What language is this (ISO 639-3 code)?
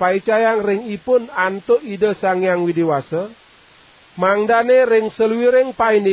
ban